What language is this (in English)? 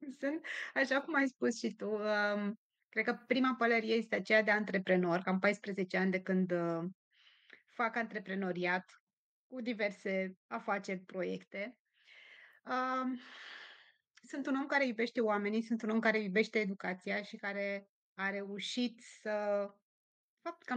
Romanian